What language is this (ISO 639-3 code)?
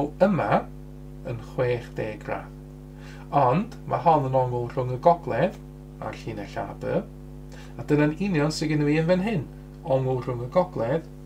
cym